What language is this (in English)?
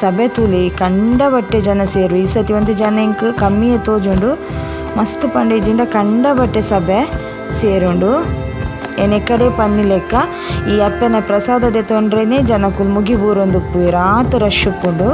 Tulu